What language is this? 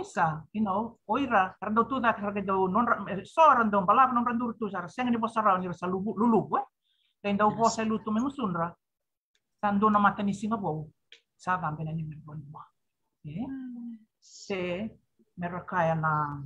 Fijian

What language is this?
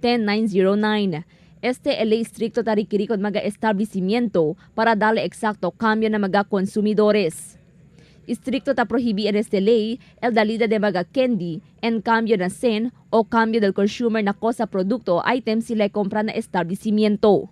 Chavacano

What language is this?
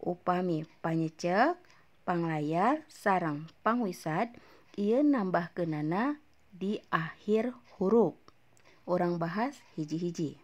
Sundanese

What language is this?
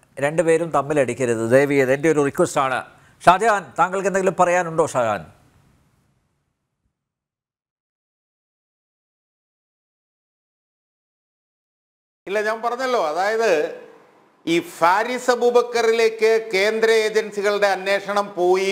Malayalam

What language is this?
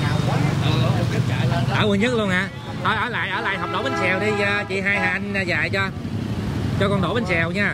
Vietnamese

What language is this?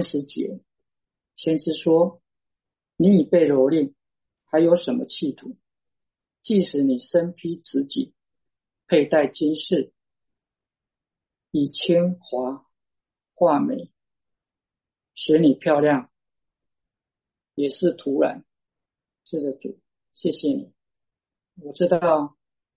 Chinese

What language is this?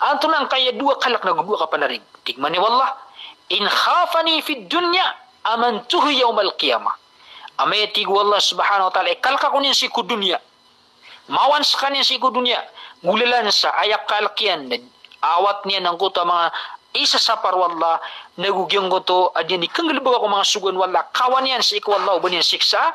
Maranao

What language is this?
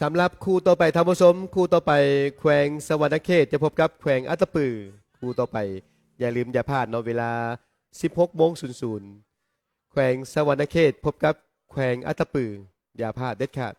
Lao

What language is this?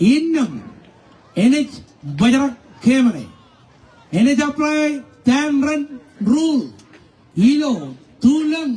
Marshallese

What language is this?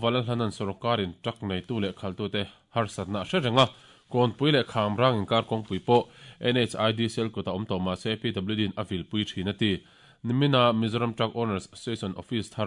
Mizo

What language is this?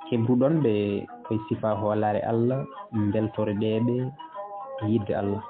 Fula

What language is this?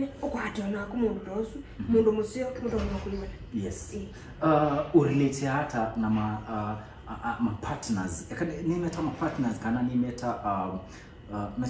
Kamba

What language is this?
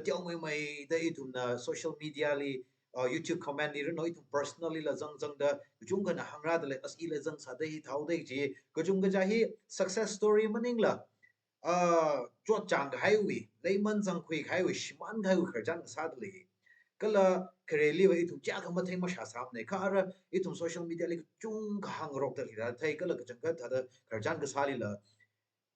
Tangkhul Naga (India)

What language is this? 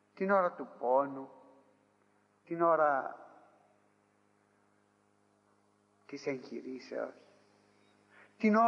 Greek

